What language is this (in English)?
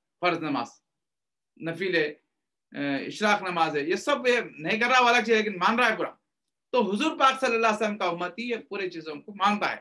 Urdu